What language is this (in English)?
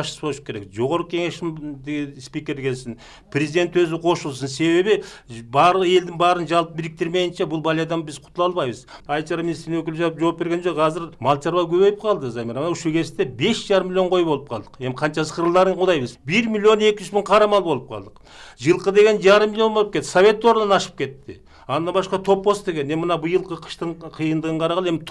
Kyrgyz